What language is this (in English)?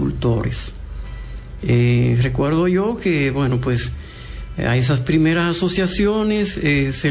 Spanish